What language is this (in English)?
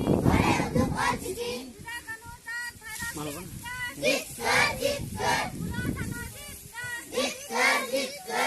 Santali